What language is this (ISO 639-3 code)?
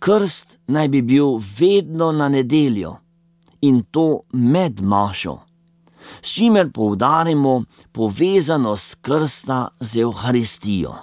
slv